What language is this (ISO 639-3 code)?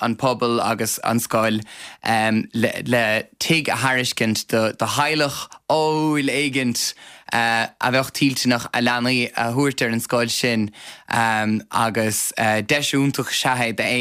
gle